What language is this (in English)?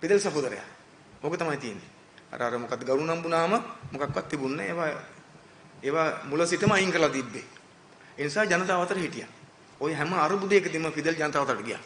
Sinhala